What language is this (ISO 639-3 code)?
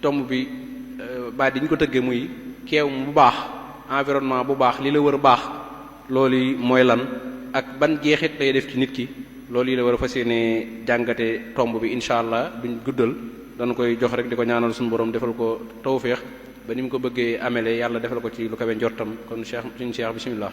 wol